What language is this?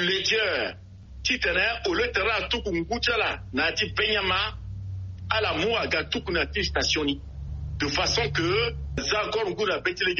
Sango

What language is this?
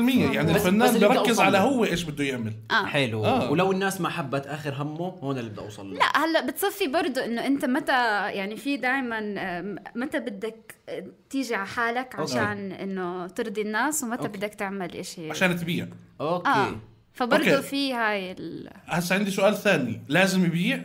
North Levantine Arabic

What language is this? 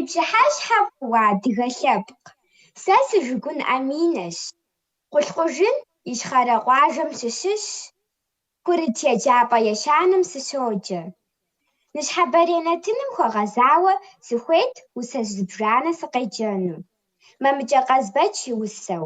Kabardian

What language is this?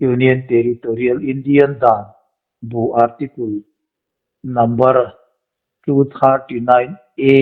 Hmar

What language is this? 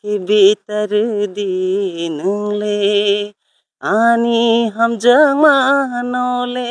Kok Borok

